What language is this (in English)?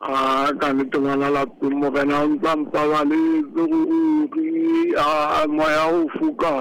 Southern Sotho